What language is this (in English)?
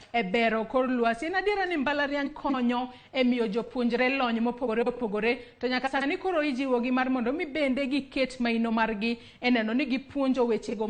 Luo (Kenya and Tanzania)